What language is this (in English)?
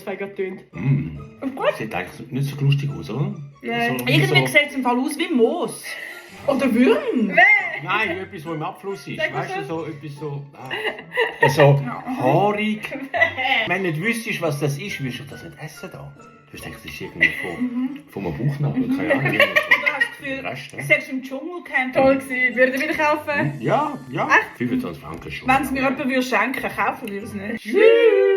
Swiss German